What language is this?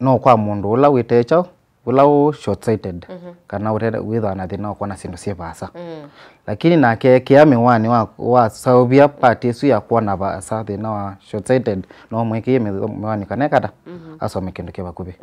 Kamba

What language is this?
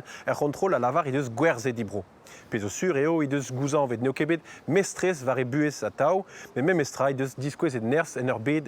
Breton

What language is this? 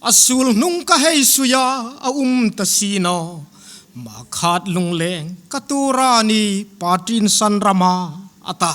Hmar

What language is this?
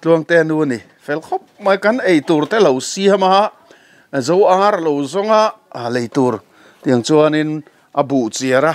Mizo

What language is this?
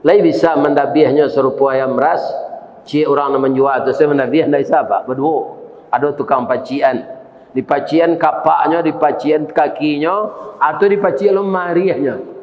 Minangkabau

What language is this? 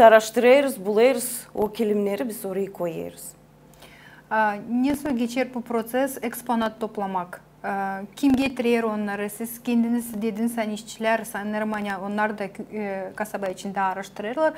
Gagauz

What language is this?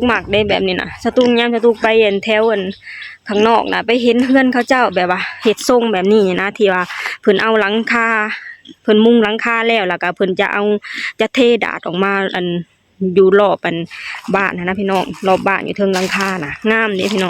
Lao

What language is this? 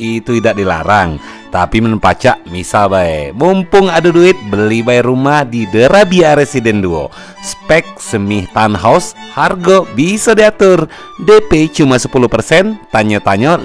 Musi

